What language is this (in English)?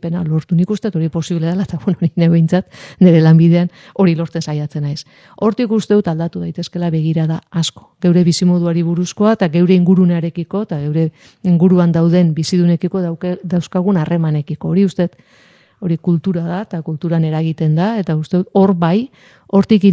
Basque